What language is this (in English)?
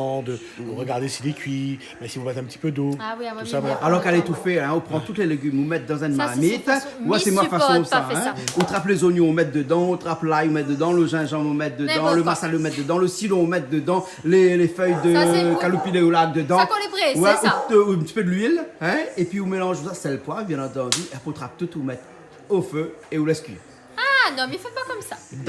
Réunion Creole French